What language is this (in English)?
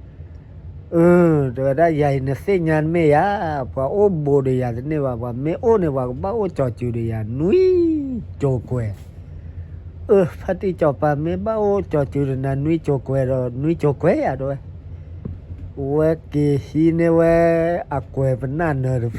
S'gaw Karen